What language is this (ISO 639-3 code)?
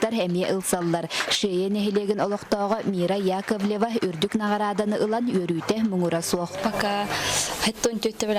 sah